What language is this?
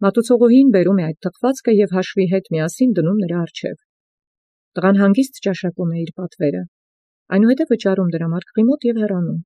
Armenian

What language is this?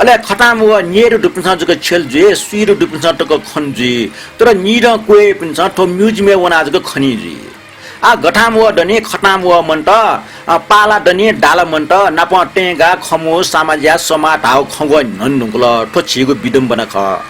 Newari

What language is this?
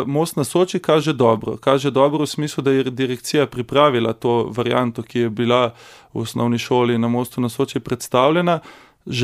Slovenian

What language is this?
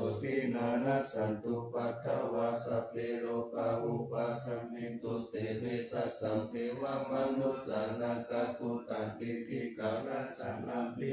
Pali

